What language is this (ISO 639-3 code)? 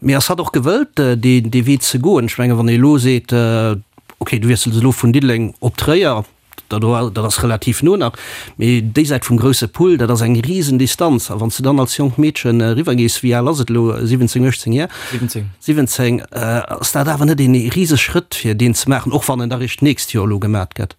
ltz